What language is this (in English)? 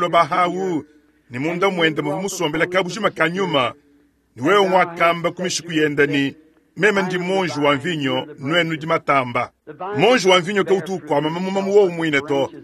Luba-Lulua